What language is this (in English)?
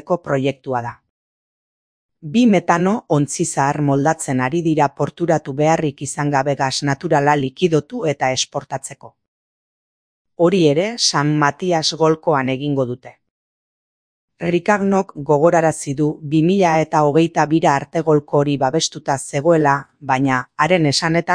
Basque